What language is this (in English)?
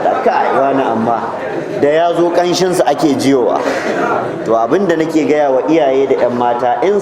Hausa